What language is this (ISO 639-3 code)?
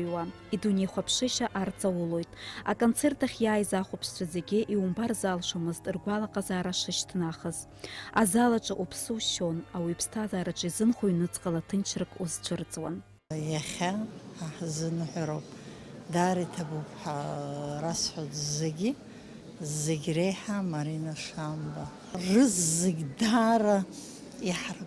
abk